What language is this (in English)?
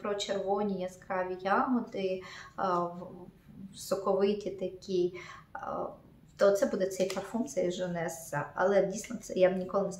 Ukrainian